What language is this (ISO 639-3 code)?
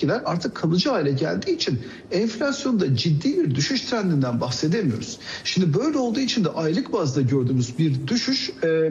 tur